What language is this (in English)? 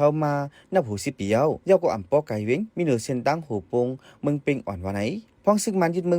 Shan